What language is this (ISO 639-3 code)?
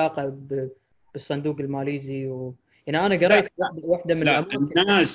afb